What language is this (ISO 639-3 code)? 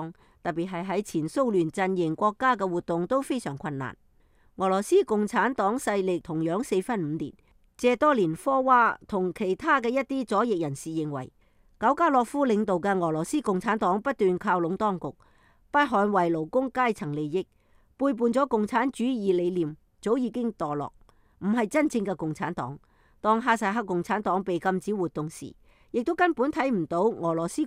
yue